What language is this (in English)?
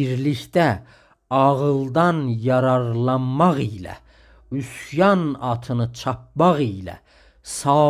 South Azerbaijani